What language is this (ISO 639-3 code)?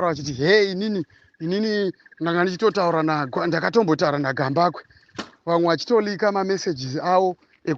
sna